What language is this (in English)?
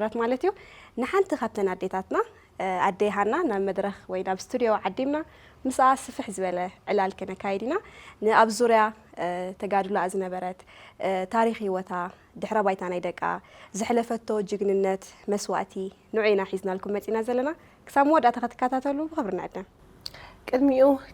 Tigrinya